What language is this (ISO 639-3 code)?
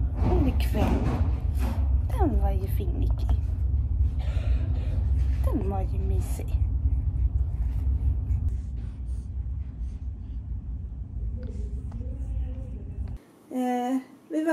swe